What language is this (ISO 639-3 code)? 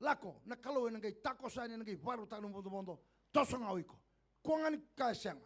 fij